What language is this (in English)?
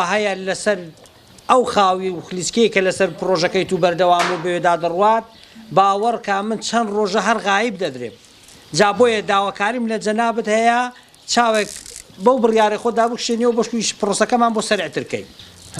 Central Kurdish